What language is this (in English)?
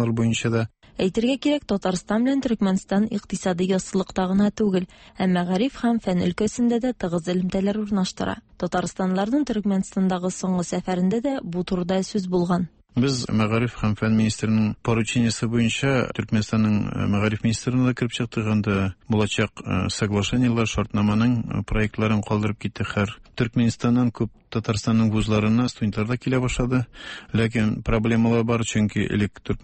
Tatar